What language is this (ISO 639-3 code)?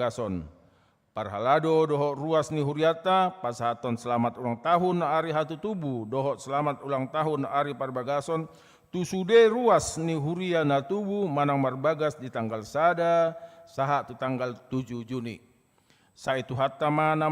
bbc